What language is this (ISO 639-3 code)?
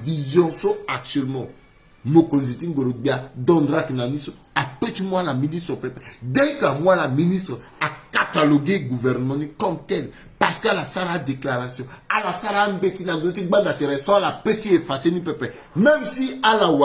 sag